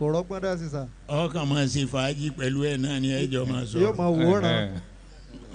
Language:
Yoruba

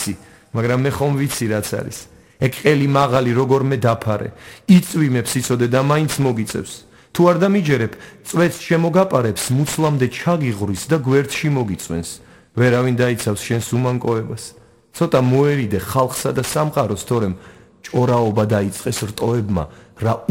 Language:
Georgian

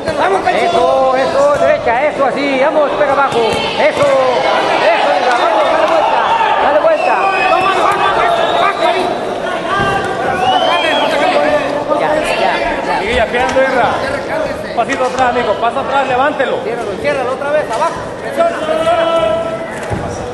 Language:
Spanish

